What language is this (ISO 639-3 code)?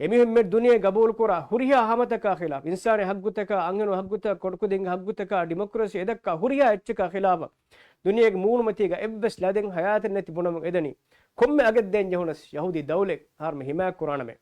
div